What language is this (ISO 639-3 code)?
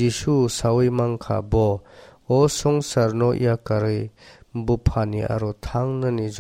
trp